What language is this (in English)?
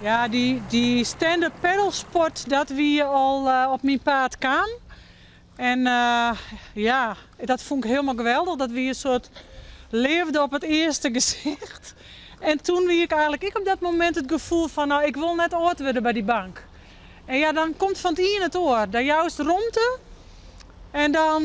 Western Frisian